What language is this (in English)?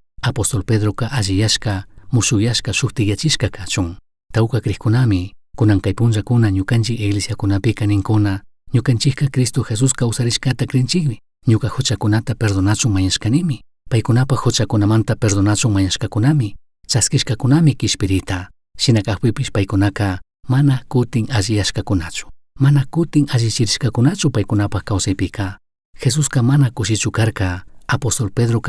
Chimborazo Highland Quichua